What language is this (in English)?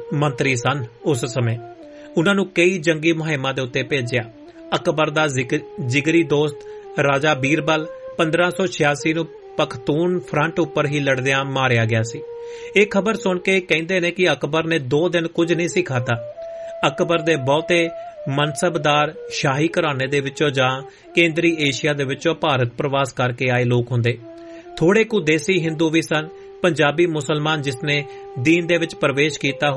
Punjabi